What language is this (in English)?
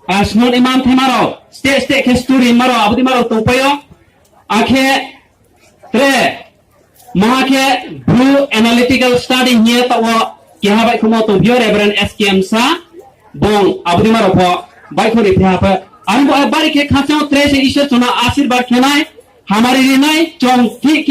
Riang (India)